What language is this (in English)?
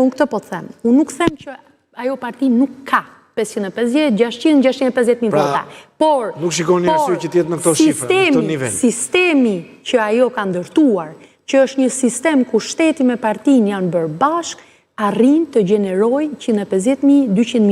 Albanian